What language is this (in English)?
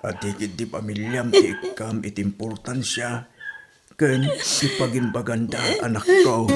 Iloko